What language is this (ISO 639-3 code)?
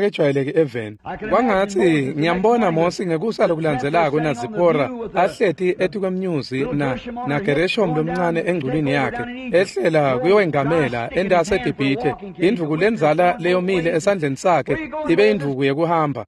ssw